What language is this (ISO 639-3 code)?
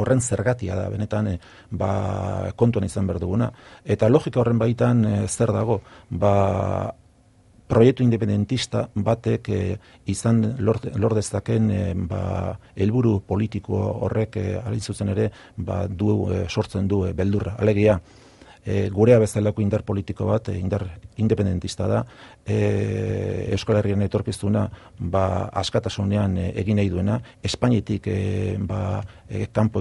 eus